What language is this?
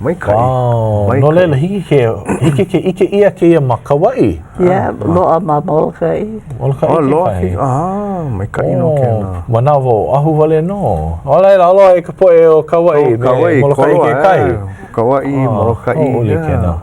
Hawaiian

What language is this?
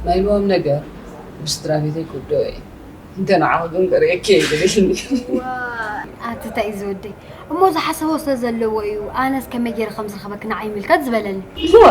Tigrinya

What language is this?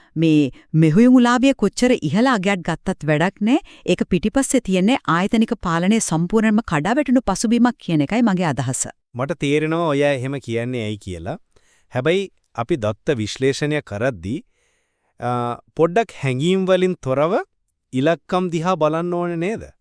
Sinhala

